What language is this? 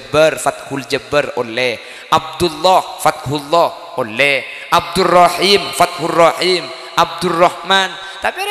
Madurese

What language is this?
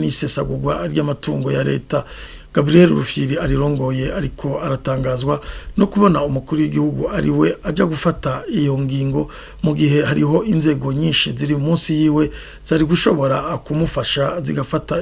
Rundi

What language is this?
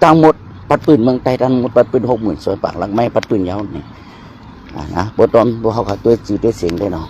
Shan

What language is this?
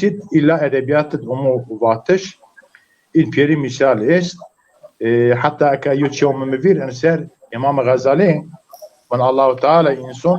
Zaza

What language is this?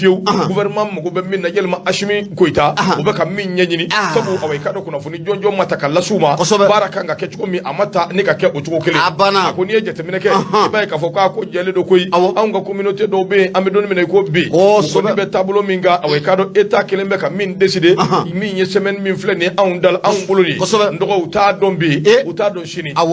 Bambara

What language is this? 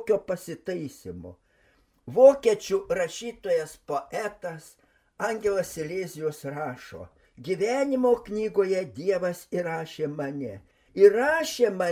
Lithuanian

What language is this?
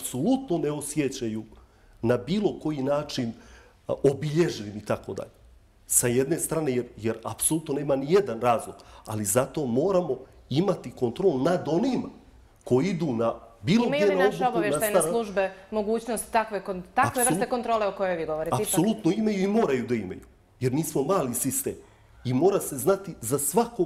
Bosnian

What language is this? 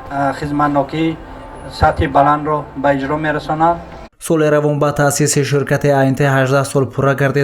Tajik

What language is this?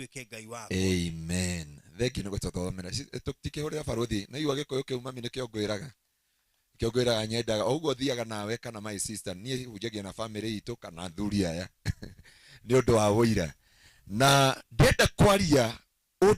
Kikuyu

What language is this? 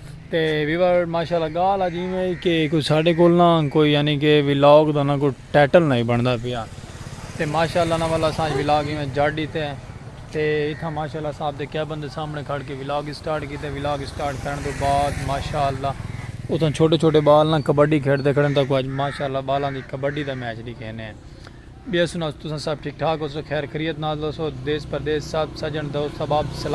Saraiki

